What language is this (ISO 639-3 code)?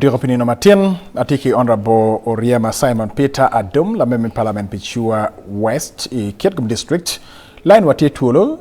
ach